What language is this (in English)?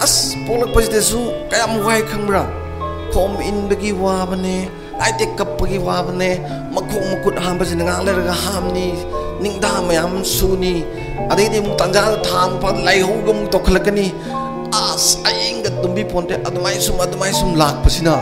Manipuri